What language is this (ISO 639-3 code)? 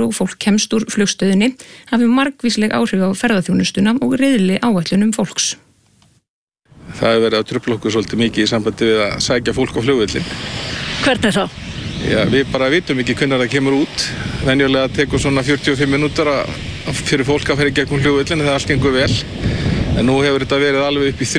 isl